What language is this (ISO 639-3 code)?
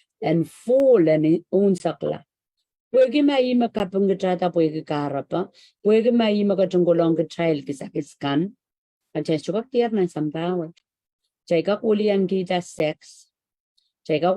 pon